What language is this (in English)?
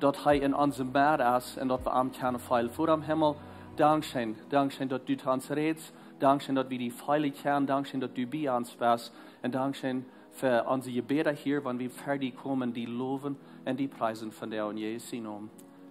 Plautdietsch